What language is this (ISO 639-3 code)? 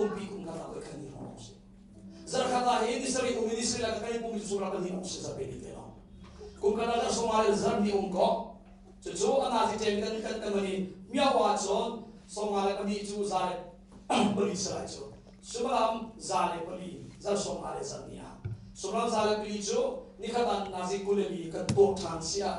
cnh